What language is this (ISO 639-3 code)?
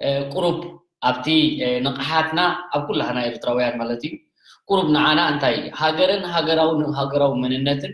tir